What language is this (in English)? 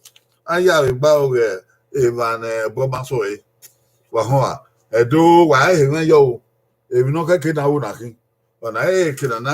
Bini